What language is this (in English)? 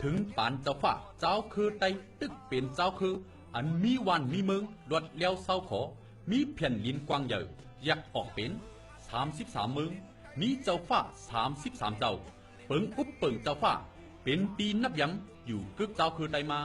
Shan